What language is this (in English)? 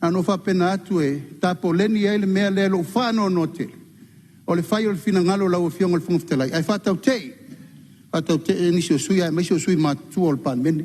Samoan